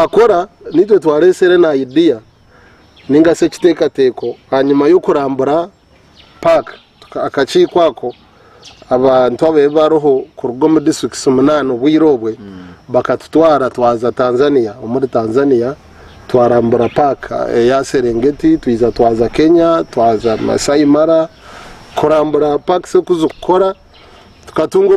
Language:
Nyankole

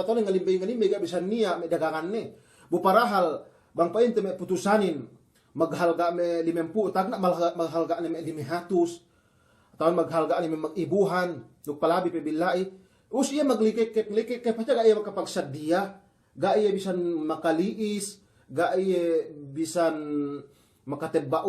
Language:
Yakan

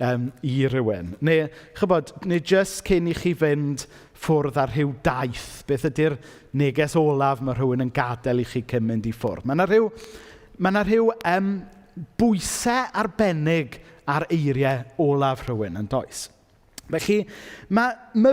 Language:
Welsh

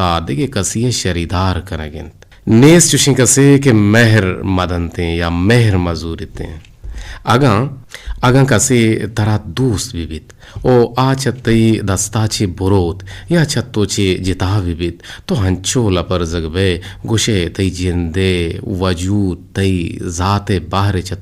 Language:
Eastern Balochi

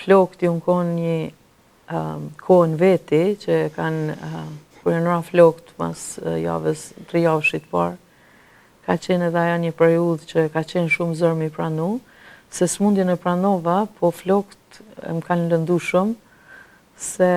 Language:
Albanian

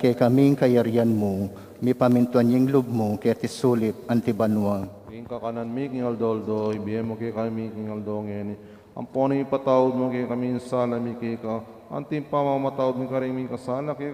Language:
Pampanga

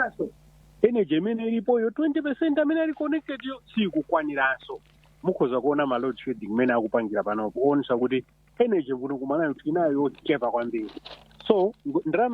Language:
Nyanja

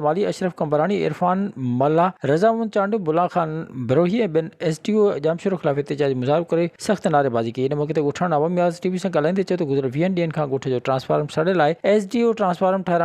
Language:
Sindhi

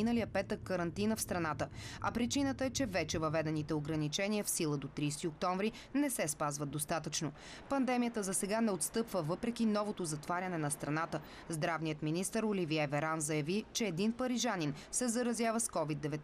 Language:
Bulgarian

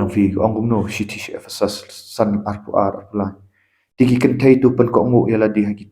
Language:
Khasi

